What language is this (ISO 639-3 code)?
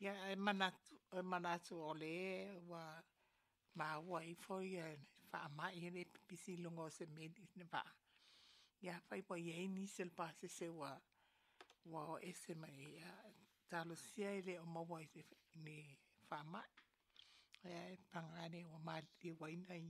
smo